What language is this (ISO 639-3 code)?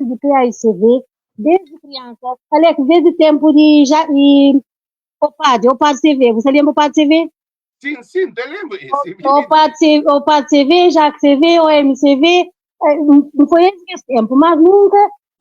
kea